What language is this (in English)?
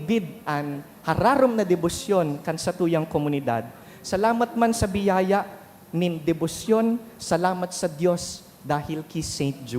Bikol